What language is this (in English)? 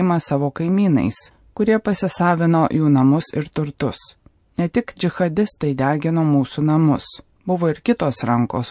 Lithuanian